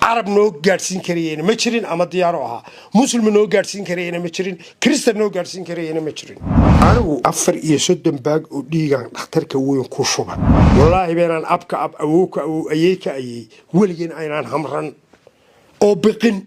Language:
Somali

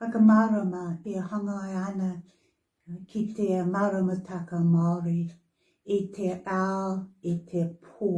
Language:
Māori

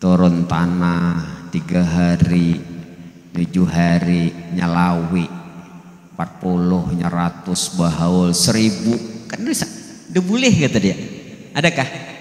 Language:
Banjar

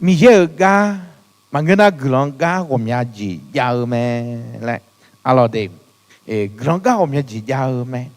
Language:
Akha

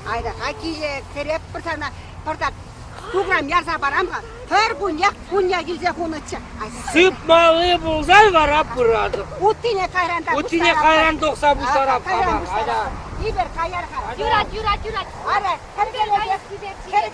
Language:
Chuvash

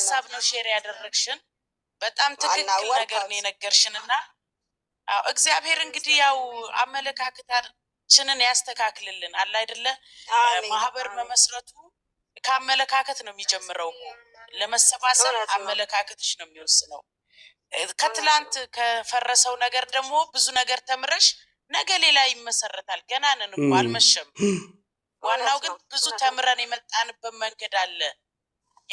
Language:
Amharic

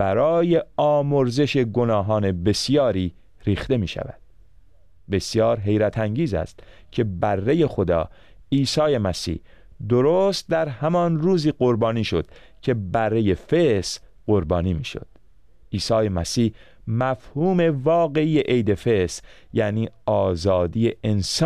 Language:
Persian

